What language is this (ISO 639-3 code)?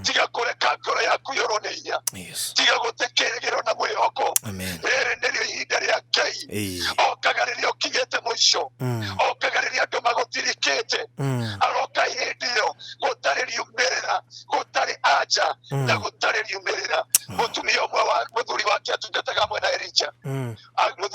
kik